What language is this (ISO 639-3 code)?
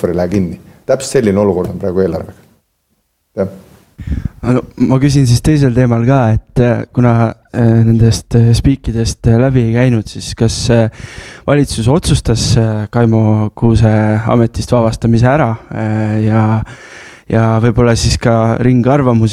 est